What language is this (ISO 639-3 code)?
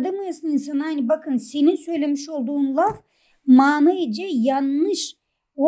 gag